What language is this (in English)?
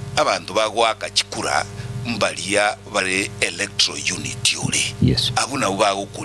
Gusii